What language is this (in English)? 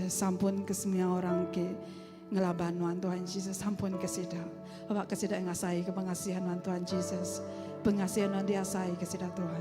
Iban